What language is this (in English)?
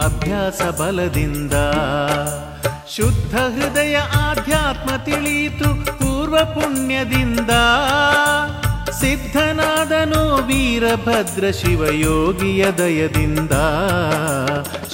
Kannada